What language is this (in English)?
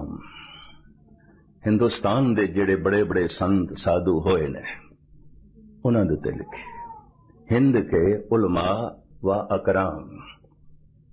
Punjabi